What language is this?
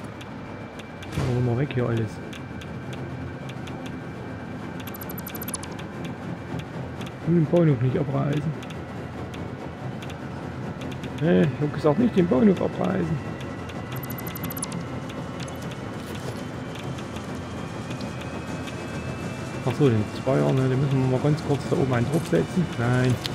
German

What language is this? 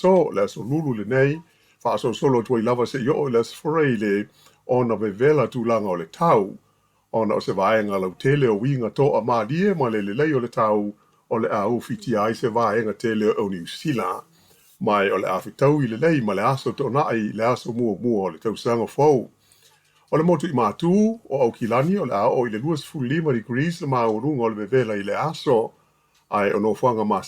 Samoan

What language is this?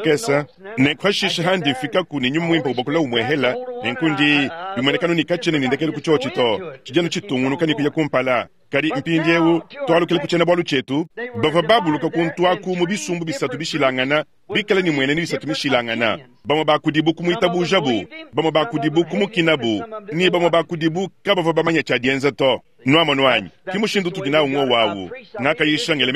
Luba-Lulua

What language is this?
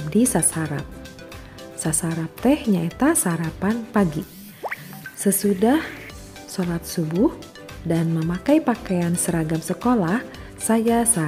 Sundanese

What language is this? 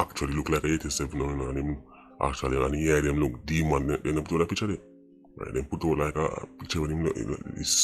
Jamaican Creole English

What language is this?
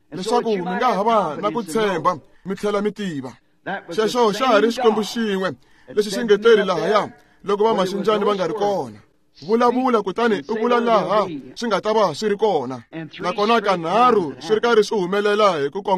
Tsonga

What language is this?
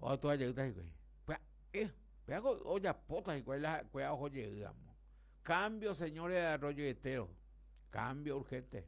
Guarani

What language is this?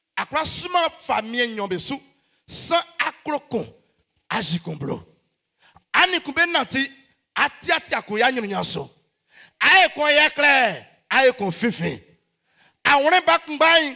Baoulé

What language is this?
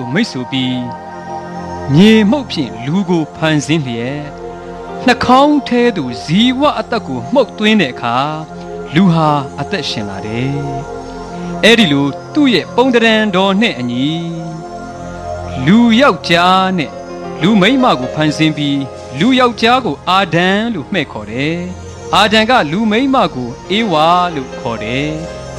Burmese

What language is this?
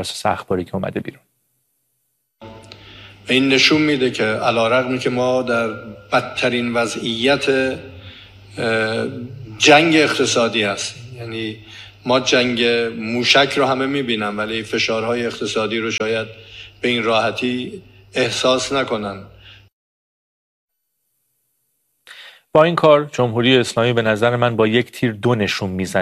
Persian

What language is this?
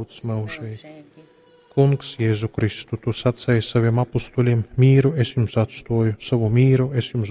Latgalian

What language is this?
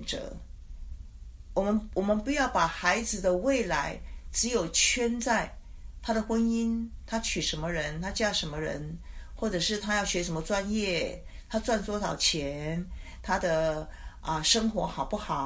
Chinese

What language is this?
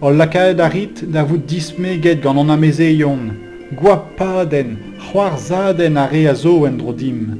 Breton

